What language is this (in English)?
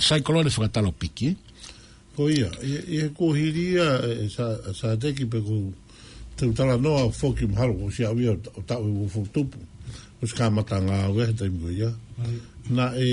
Tongan